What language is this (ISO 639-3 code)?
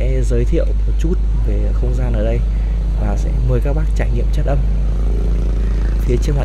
vie